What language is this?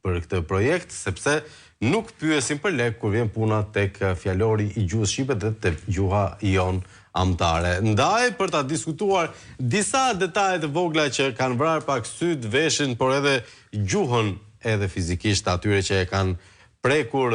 Albanian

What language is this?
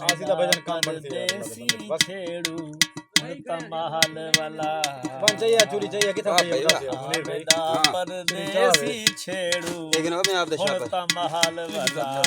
Saraiki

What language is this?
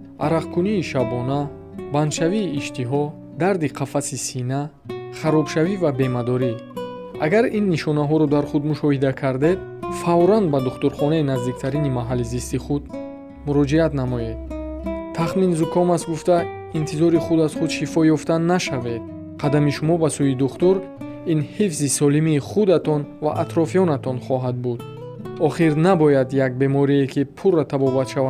Tajik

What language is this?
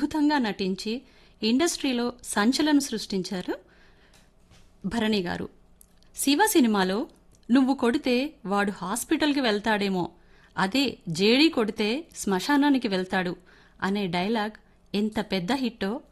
Telugu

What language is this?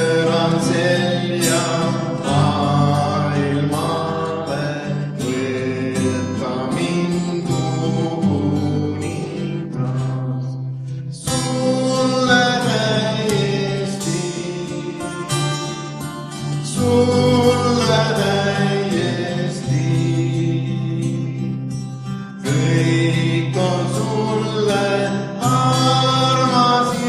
Estonian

